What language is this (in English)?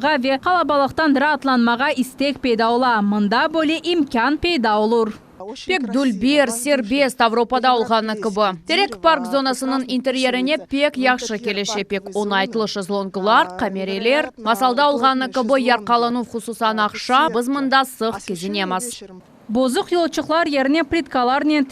Crimean Tatar